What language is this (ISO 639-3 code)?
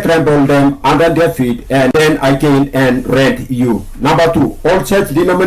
tpi